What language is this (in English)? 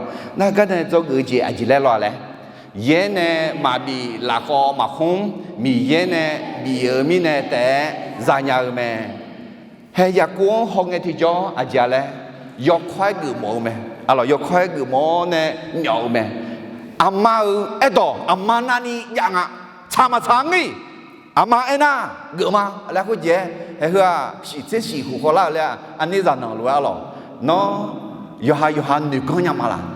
Akha